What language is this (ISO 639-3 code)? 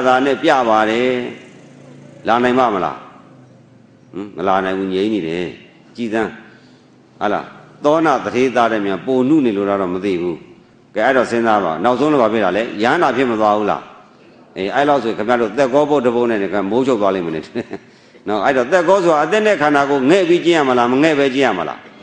mya